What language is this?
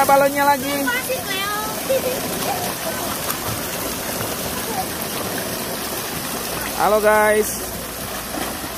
Indonesian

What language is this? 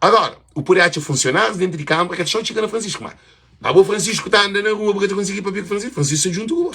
Kabuverdianu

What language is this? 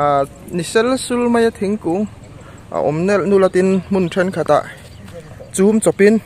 Mizo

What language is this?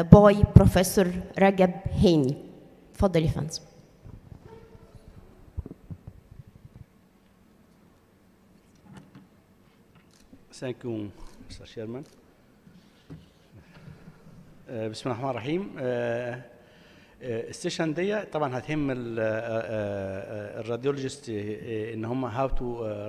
Egyptian Arabic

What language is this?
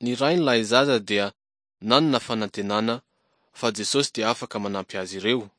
Malagasy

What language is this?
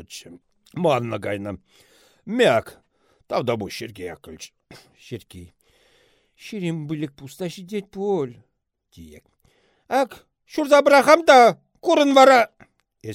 Chuvash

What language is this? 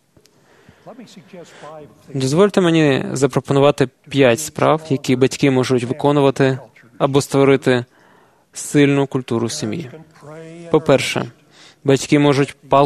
Ukrainian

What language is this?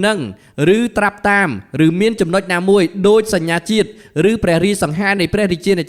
Khmer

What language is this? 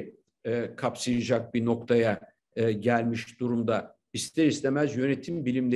Turkish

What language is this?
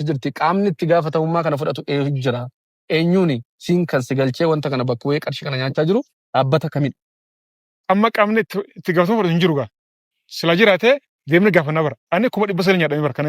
Oromo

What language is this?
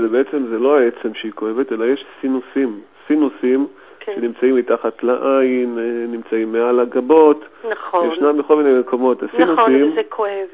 Hebrew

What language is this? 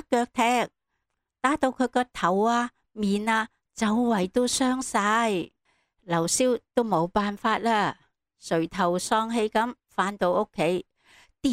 Cantonese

